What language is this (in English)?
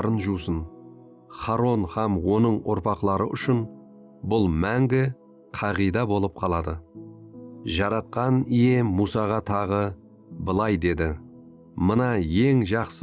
Kara-Kalpak